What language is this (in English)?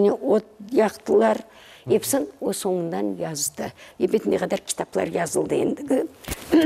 Crimean Tatar